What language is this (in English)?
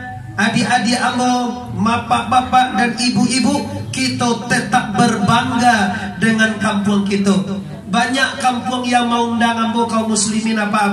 Minangkabau